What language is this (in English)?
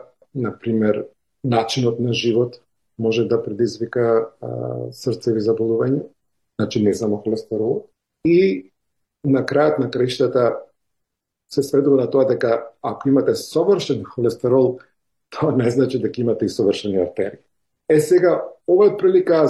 Macedonian